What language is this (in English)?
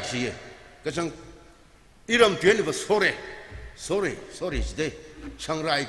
Tangkhul Naga (India)